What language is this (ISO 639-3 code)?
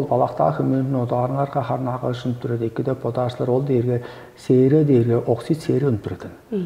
tyv